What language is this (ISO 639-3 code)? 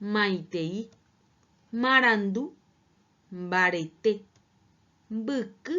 grn